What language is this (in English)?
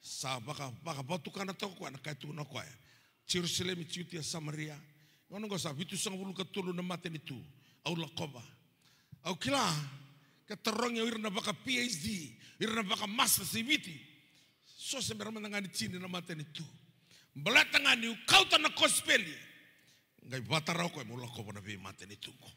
Fijian